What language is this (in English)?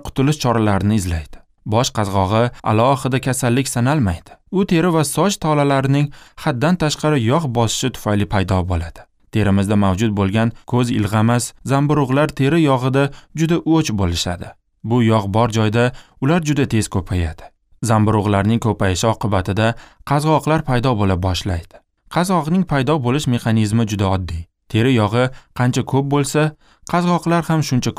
Uzbek